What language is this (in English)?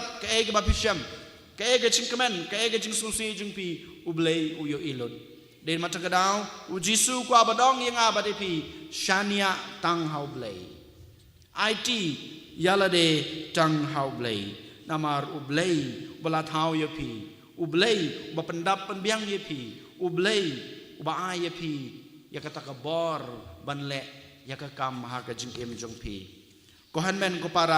Khasi